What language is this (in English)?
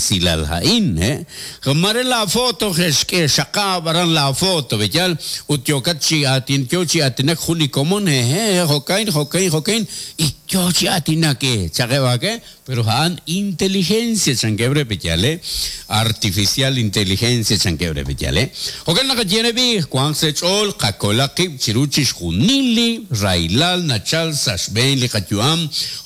Kekchí